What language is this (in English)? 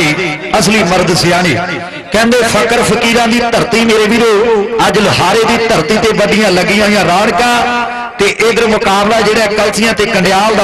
Punjabi